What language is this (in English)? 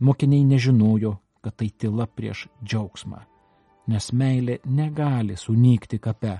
Lithuanian